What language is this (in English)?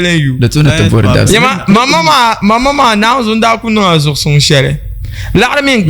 Dagbani